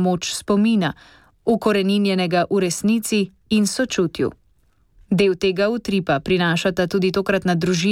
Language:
Slovenian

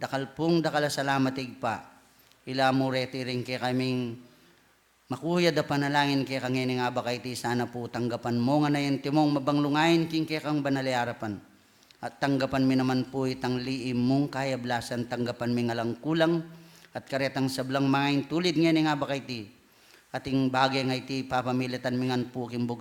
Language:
Pampanga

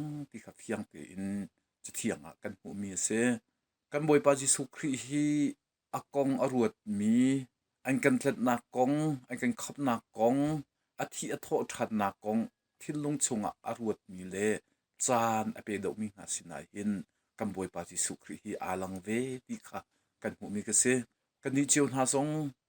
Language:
Hakha Chin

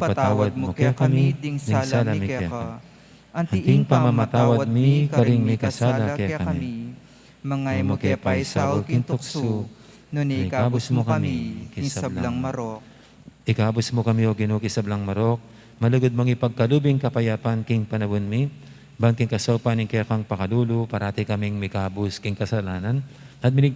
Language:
Pampanga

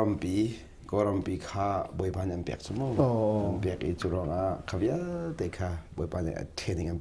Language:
Hakha Chin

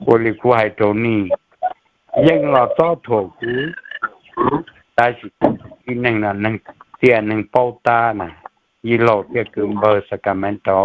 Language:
Hmong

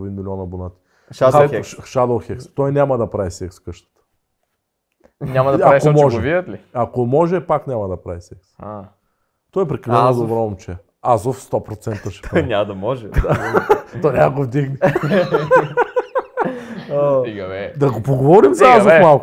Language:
Bulgarian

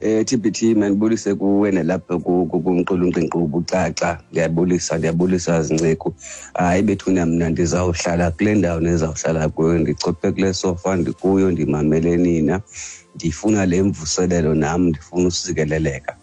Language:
Xhosa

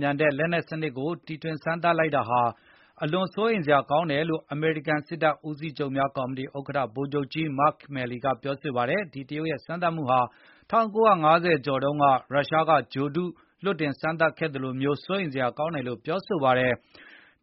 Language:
Burmese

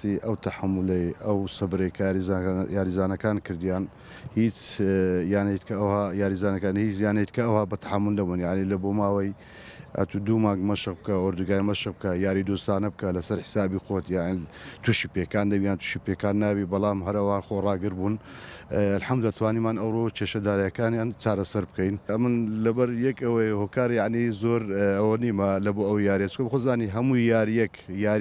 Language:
Central Kurdish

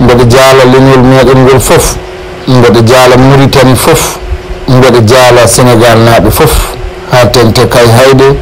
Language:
Fula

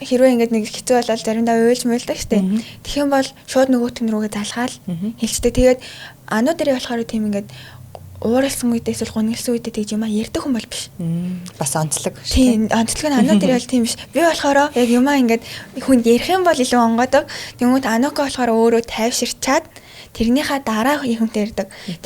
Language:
Mongolian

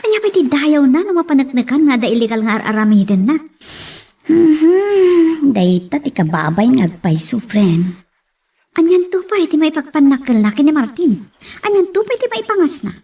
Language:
Iloko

